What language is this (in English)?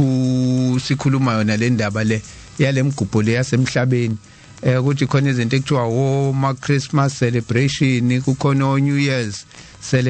Zulu